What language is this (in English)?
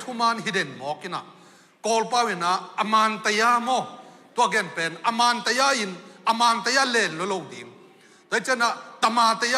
Tedim Chin